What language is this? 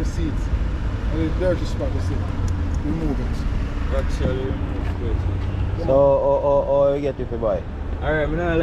Jamaican Creole English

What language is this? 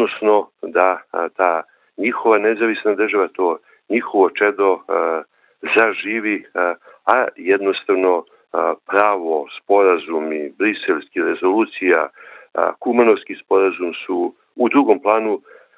Serbian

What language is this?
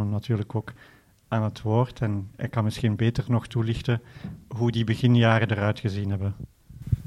Dutch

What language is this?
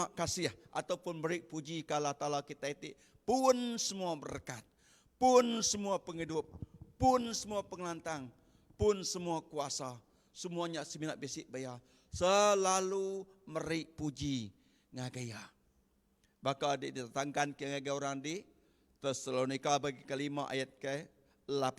Iban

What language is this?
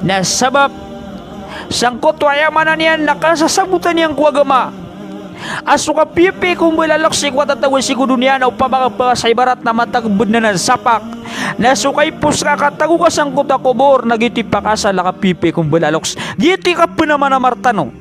Maranao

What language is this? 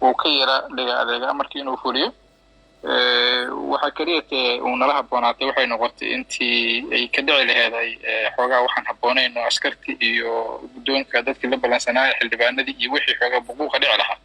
Somali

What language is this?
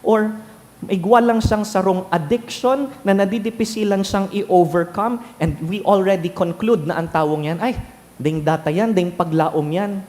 Bikol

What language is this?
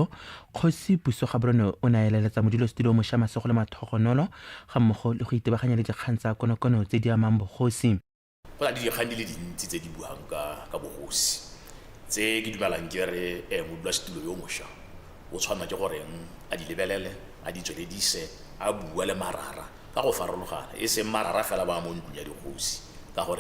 Tswana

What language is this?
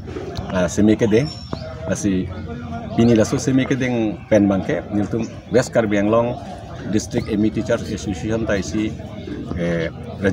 Karbi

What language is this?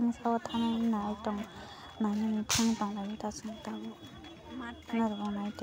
Kok Borok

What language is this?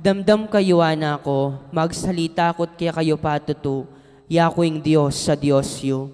Pampanga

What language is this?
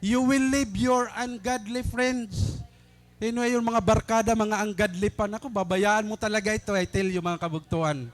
Waray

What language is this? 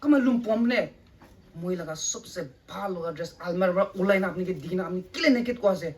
Rongmei Naga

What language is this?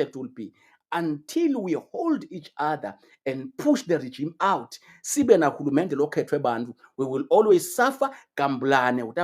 Swati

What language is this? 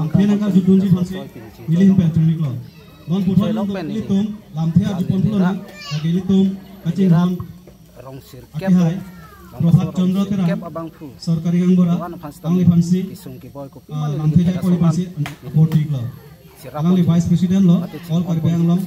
Karbi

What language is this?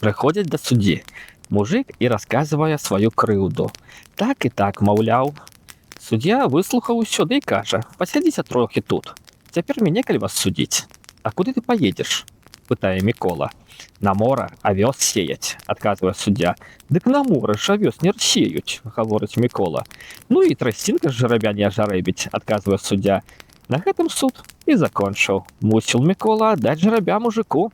Belarusian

